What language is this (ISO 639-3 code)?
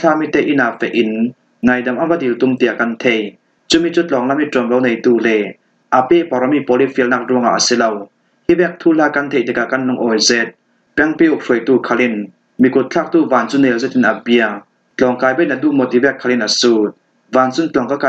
cfm